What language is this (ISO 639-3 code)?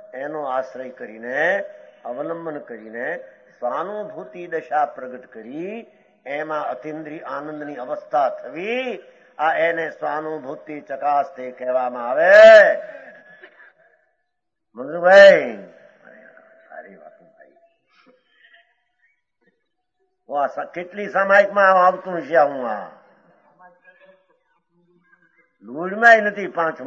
guj